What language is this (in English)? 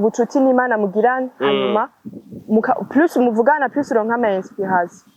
Rundi